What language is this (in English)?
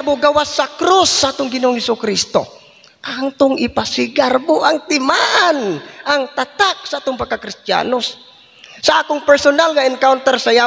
Cebuano